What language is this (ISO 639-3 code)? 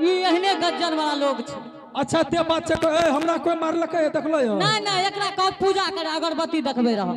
anp